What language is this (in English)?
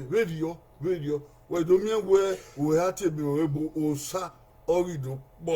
Bini